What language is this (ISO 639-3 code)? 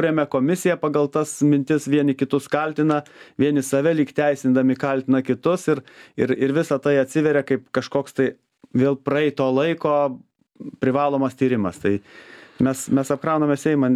lit